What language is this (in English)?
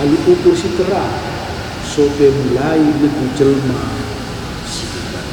Batak Karo